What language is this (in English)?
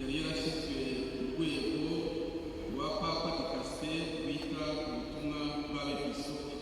Kinyarwanda